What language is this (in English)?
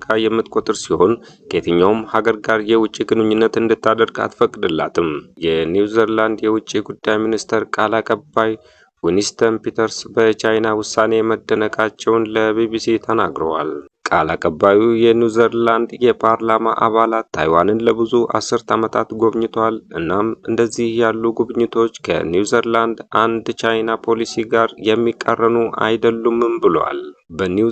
Amharic